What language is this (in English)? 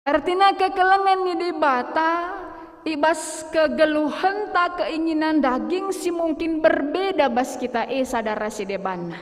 Batak Karo